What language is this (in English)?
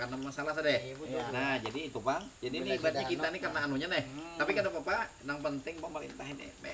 Banjar